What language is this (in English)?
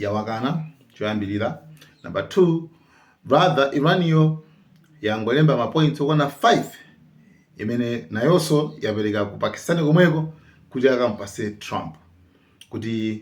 Nyanja